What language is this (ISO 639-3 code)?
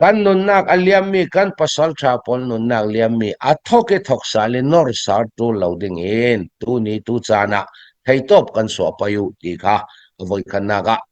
cnh